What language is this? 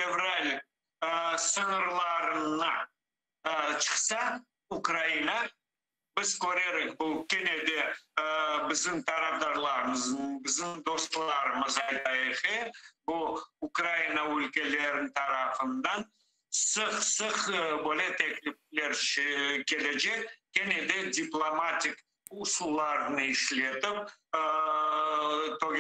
Crimean Tatar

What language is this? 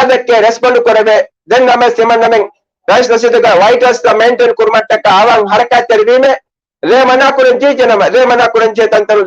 Divehi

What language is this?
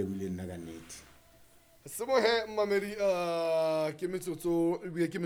Southern Sotho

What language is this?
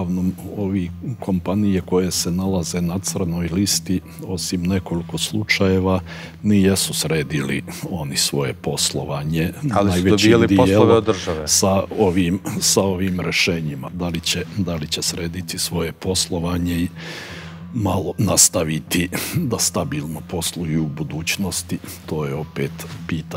Bosnian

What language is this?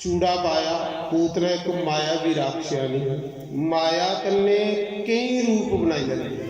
Dogri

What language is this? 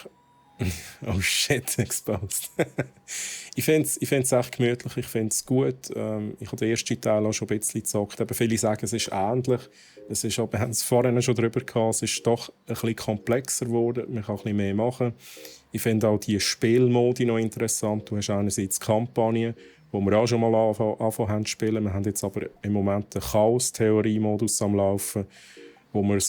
Swiss German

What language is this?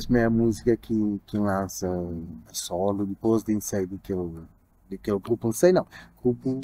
Kabuverdianu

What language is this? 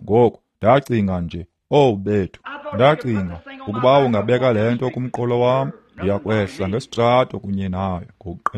Xhosa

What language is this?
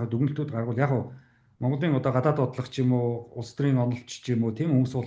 Mongolian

